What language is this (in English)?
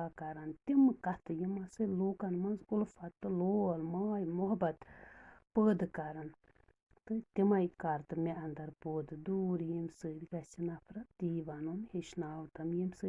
Kashmiri